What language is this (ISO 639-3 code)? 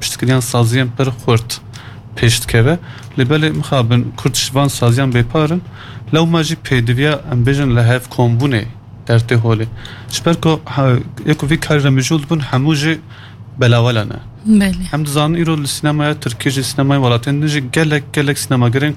kur